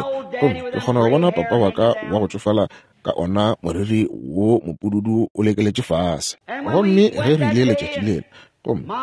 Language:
Northern Sotho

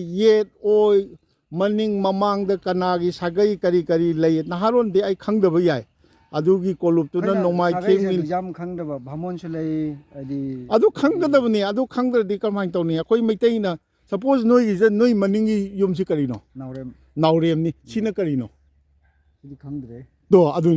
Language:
Manipuri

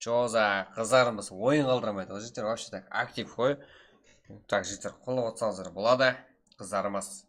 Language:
Kara-Kalpak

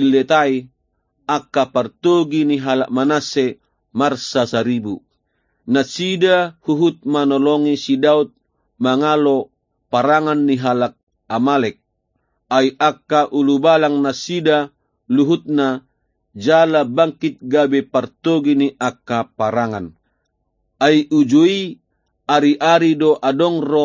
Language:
Batak Toba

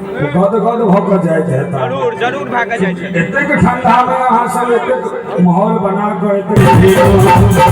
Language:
Maithili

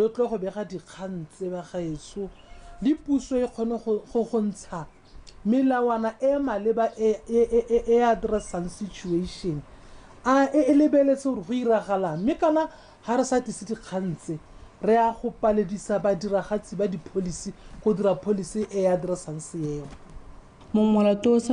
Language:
Tswana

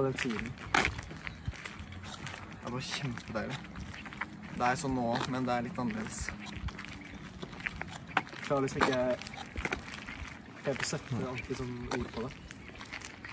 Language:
Norwegian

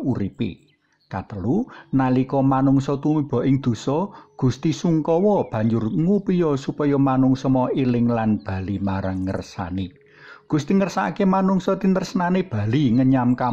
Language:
Javanese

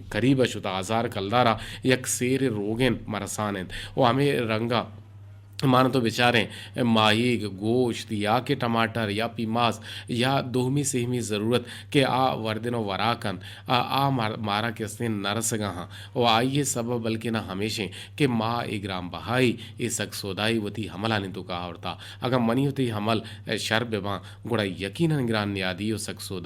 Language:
Eastern Balochi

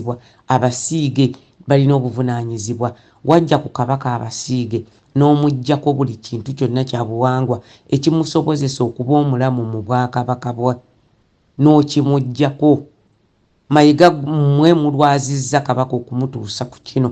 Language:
Ganda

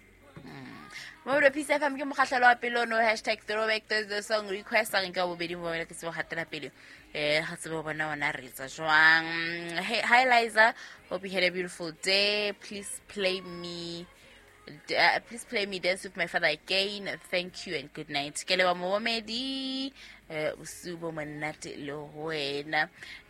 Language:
Southern Sotho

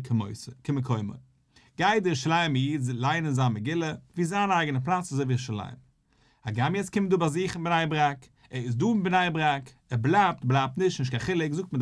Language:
Yiddish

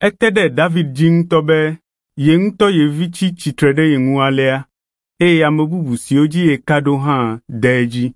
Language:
Ewe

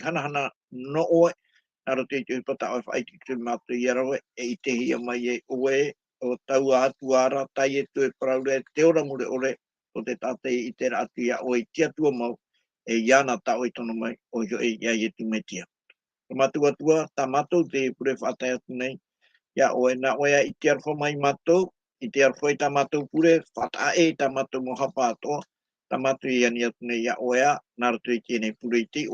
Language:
Tahitian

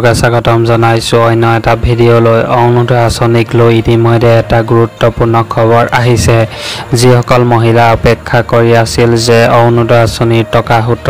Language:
Assamese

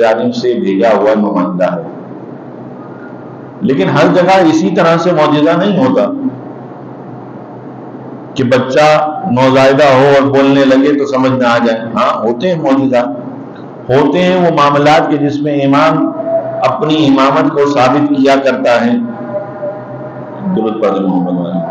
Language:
Urdu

